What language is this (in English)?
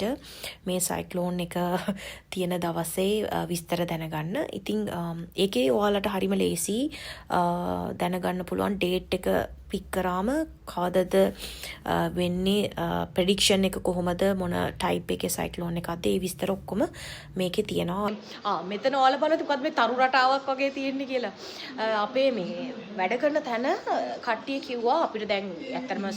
Sinhala